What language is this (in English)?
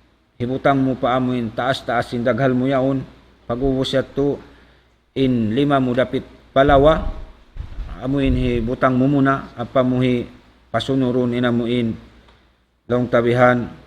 Tausug